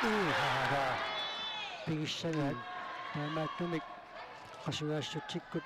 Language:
Kalaallisut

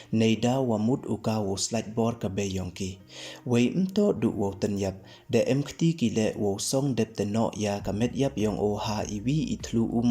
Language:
Pnar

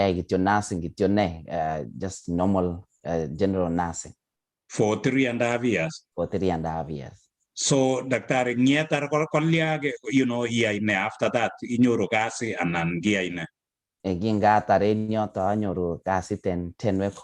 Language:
Kalenjin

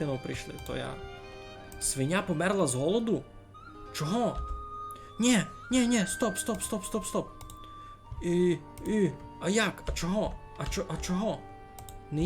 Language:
Rusyn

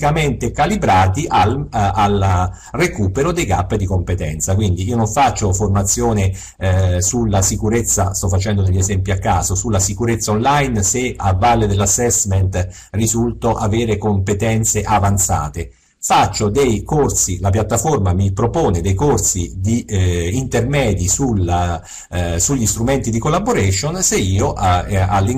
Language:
Italian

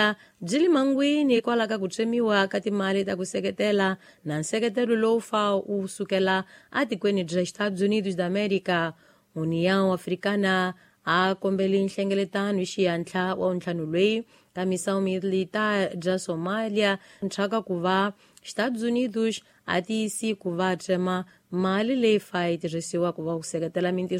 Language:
Tsonga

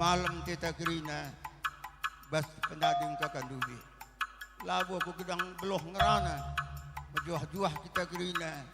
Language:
Batak Karo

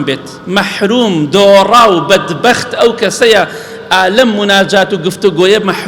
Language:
Central Kurdish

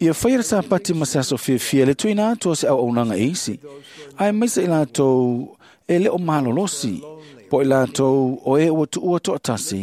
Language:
Samoan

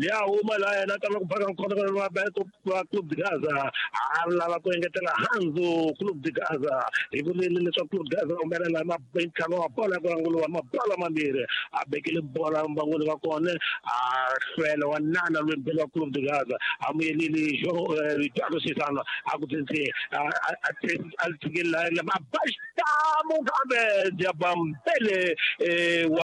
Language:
Tsonga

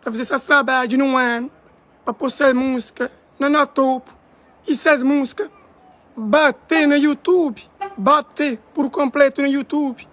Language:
Kabuverdianu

